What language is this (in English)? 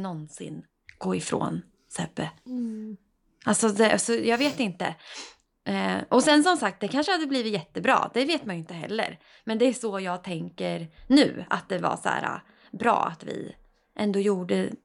Swedish